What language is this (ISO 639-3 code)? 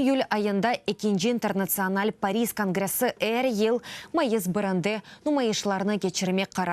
crh